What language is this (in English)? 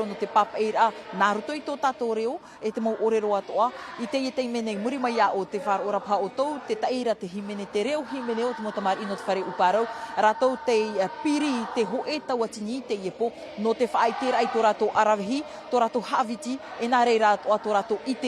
Tahitian